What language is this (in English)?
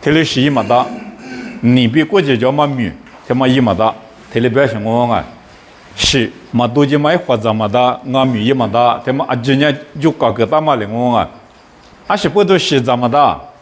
Lisu